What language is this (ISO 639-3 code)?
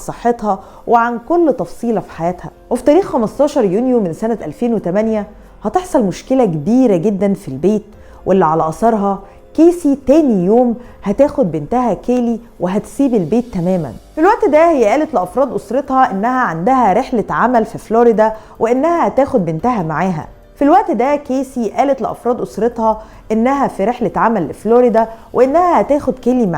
arz